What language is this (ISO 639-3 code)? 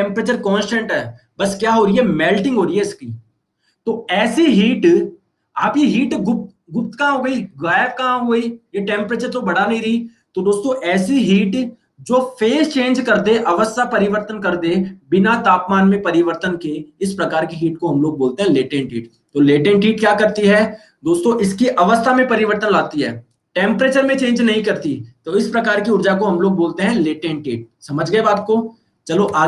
hin